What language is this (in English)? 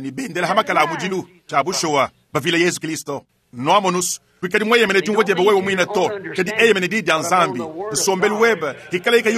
Luba-Lulua